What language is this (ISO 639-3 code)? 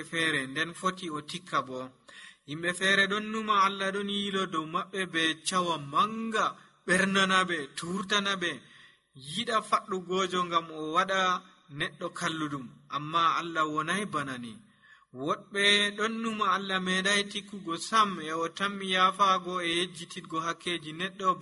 fuv